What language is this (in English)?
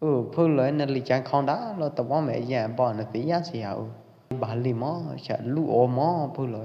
Pwo Eastern Karen